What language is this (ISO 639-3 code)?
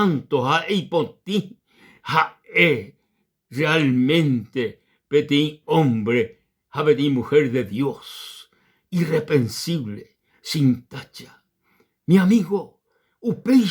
grn